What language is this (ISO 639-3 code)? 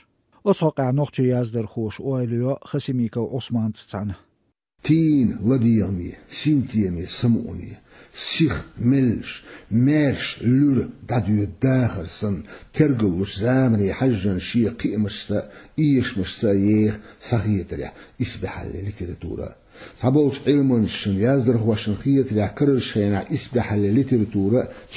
che